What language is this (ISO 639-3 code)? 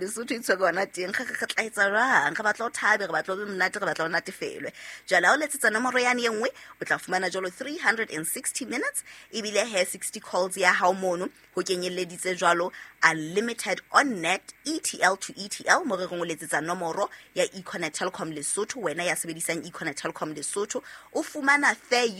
sot